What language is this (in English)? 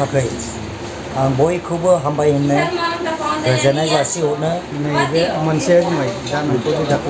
Bodo